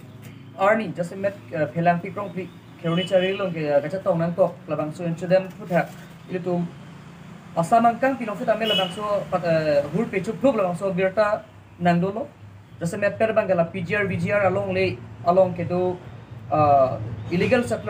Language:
Karbi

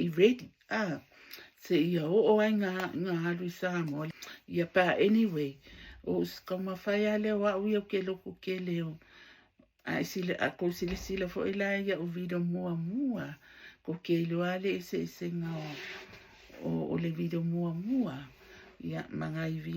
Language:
Samoan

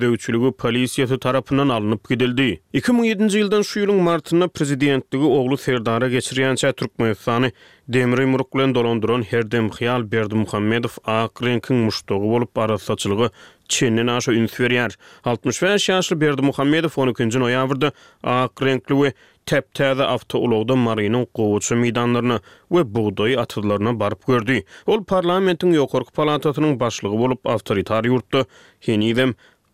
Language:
Turkmen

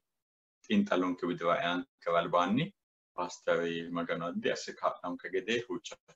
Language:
Sidamo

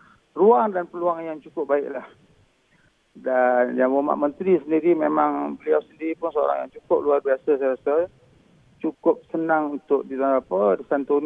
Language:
Malay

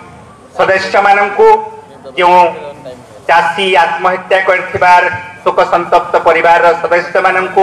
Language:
Odia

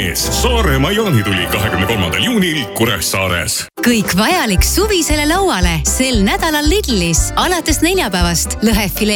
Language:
Estonian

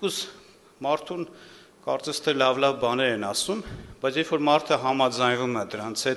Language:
Armenian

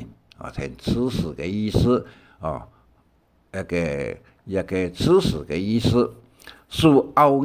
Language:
Hakka Chinese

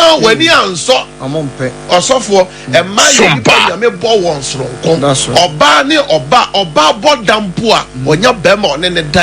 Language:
Akan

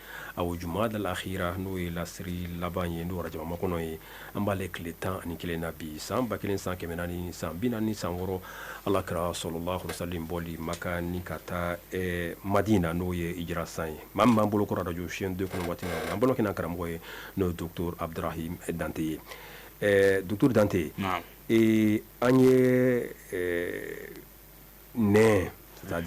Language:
Bambara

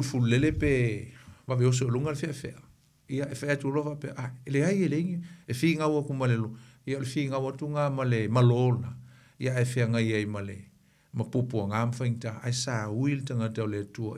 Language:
Samoan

